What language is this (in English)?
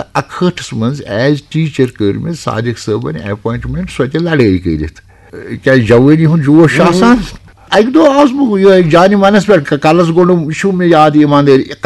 Kashmiri